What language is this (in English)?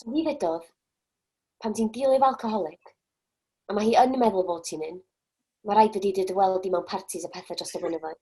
Welsh